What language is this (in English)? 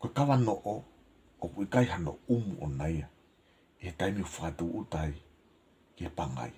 Tongan